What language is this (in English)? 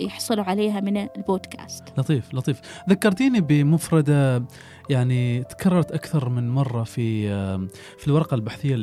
Gulf Arabic